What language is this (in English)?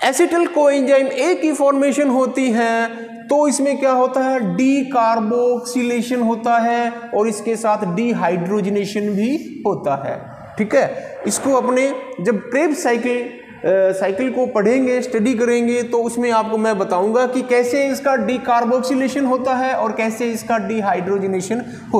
Hindi